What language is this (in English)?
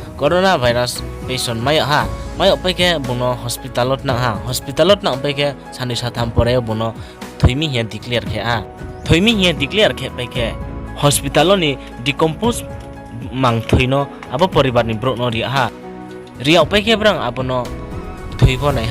Riang (India)